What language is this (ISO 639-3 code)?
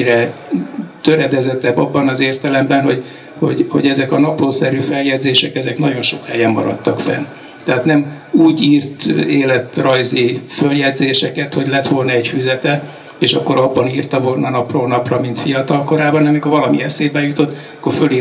hun